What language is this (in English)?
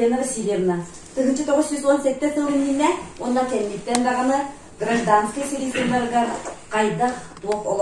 Yakut